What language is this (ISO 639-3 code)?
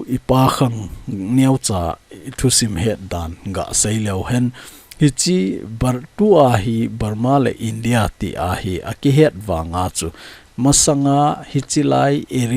tcz